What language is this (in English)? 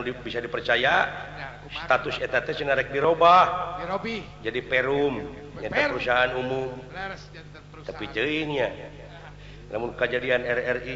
Sundanese